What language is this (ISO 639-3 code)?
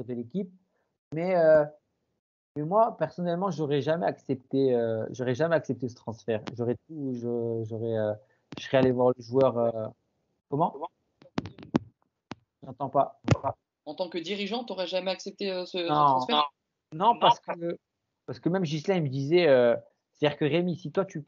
fra